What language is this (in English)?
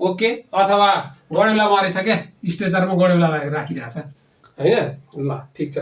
Nepali